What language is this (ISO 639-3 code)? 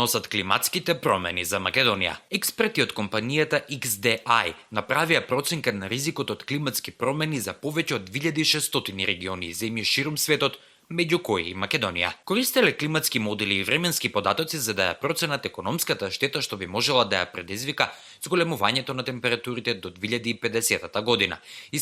mkd